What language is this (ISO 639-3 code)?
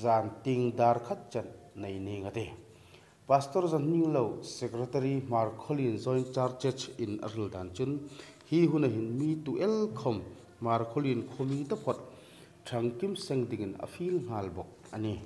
hmr